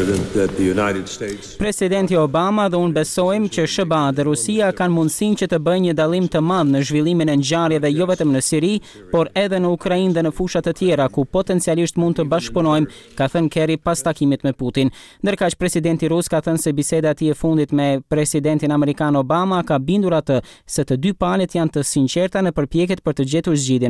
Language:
Albanian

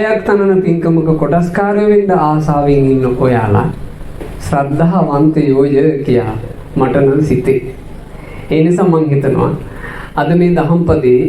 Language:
Sinhala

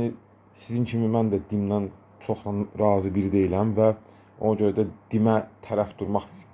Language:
Azerbaijani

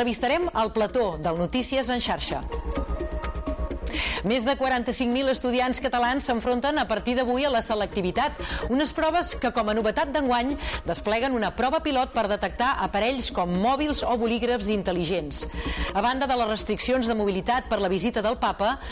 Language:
Catalan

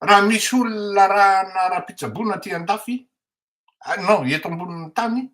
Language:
Malagasy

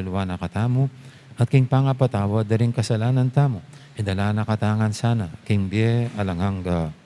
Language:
Pampanga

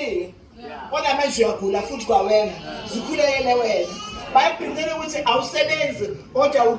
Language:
Zulu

